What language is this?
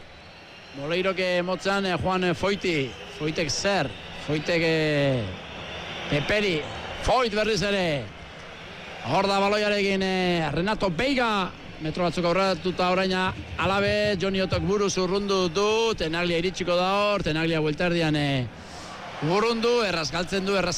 Basque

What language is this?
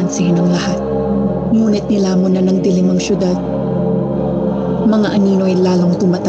Filipino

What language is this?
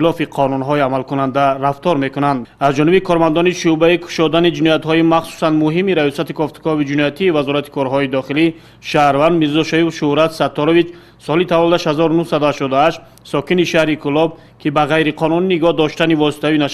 Tajik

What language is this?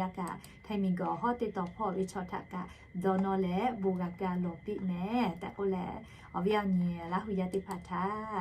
Lahu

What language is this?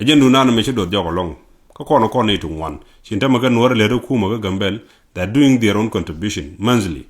Nuer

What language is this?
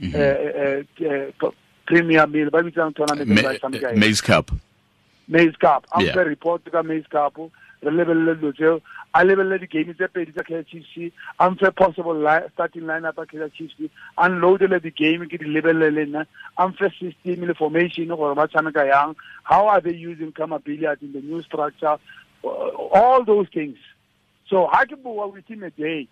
Tswana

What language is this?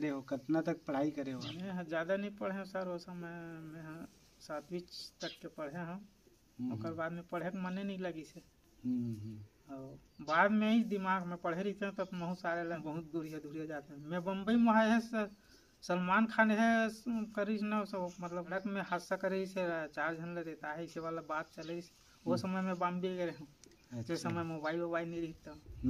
Chhattisgarhi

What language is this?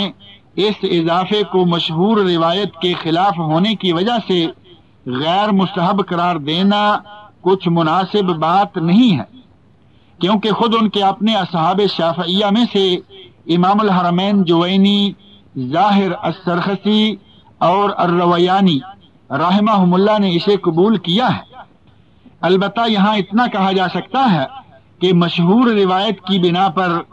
Urdu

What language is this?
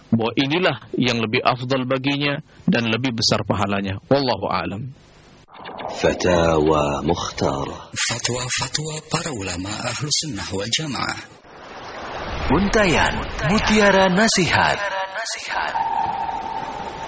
Indonesian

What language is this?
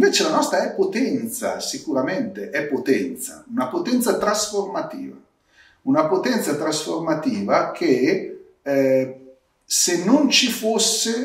Italian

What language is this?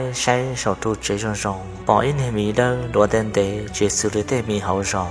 Hmong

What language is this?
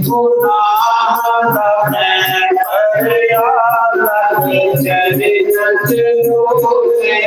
Dogri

